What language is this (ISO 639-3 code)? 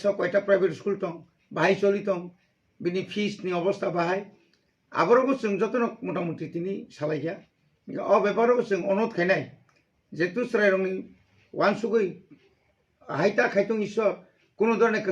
trp